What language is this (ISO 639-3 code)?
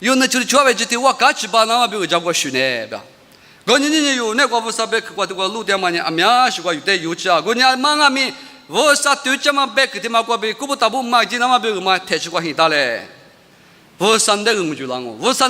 lis